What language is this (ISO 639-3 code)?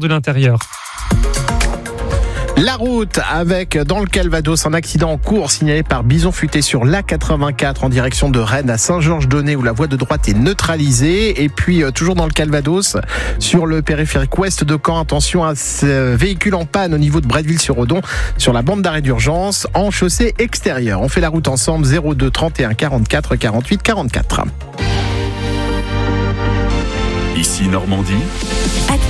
fra